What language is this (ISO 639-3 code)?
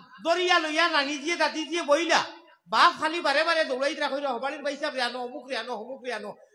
syl